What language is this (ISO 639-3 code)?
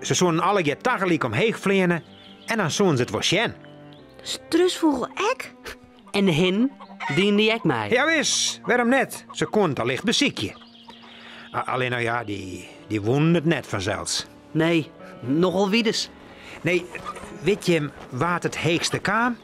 fry